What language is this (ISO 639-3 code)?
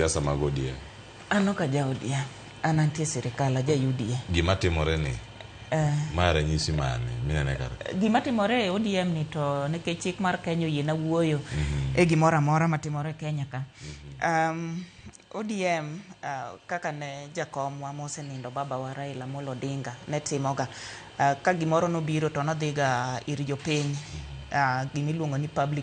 luo